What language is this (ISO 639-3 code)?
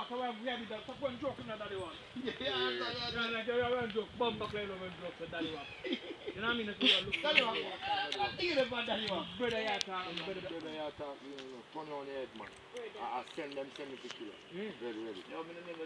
jam